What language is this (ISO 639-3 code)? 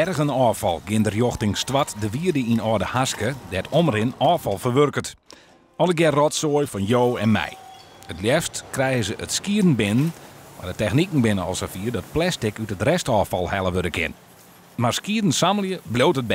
fry